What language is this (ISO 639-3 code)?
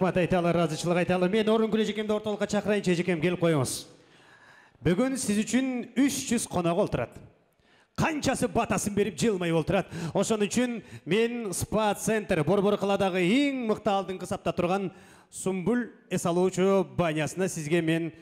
kir